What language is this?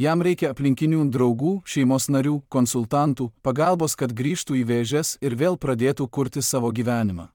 Lithuanian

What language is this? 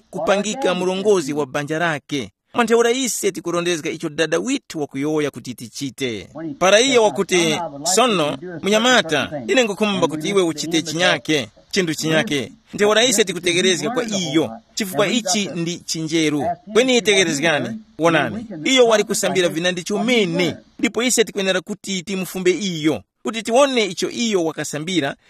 Tumbuka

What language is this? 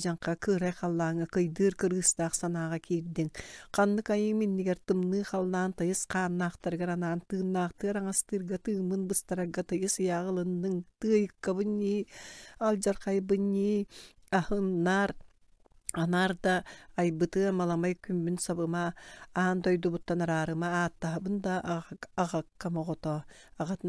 Yakut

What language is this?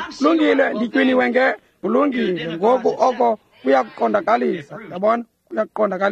Xhosa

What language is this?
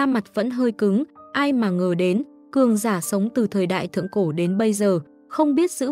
Vietnamese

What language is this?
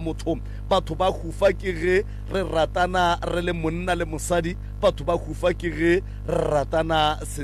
Northern Sotho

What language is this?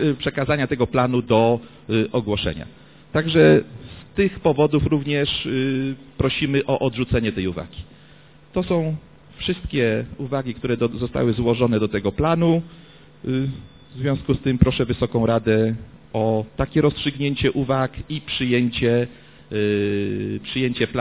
Polish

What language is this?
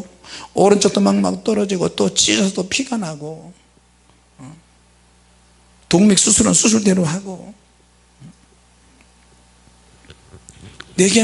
Korean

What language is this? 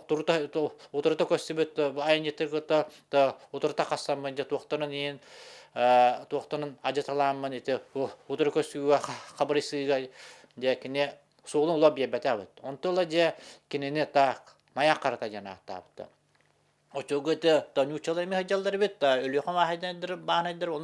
Yakut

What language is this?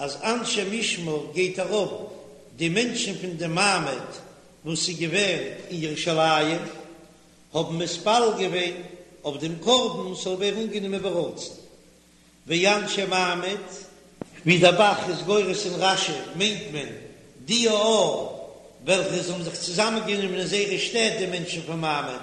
Yiddish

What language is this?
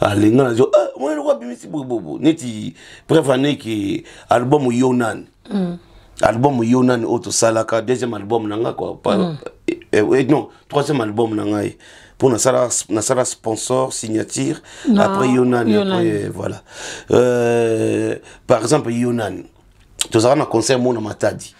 Lingala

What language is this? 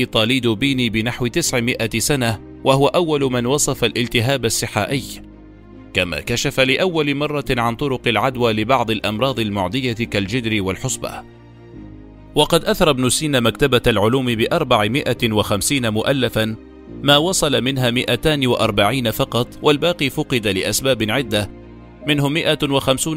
Arabic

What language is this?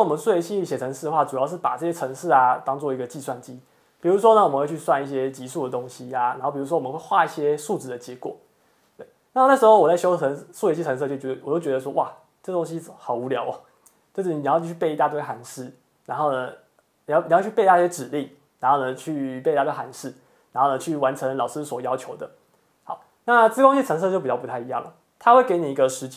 Chinese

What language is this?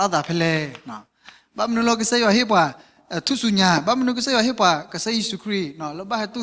S'gaw Karen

